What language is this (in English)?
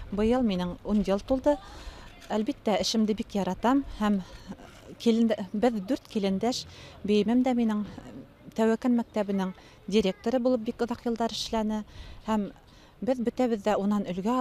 Bashkir